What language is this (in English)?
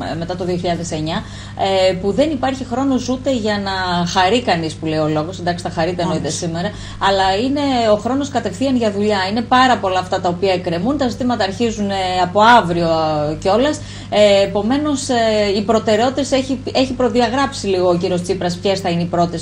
Greek